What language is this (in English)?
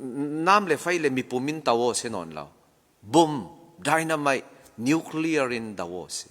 Falam Chin